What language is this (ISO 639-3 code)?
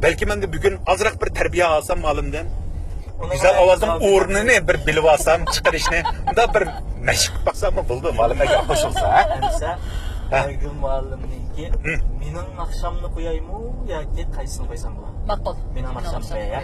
uig